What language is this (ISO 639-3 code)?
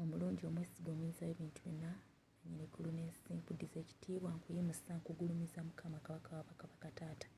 lug